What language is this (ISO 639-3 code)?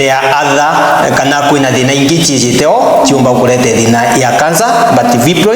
mer